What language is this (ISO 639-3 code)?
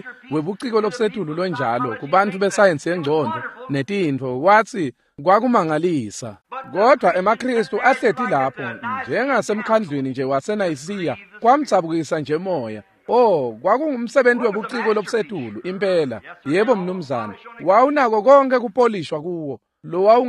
ssw